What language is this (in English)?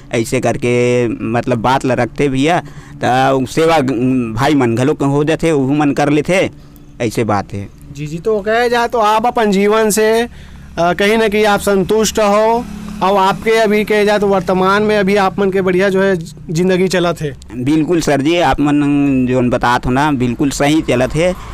Chhattisgarhi